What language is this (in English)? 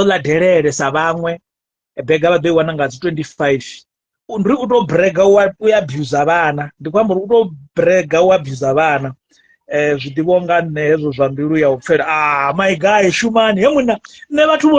Venda